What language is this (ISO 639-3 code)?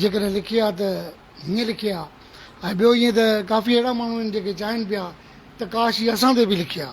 snd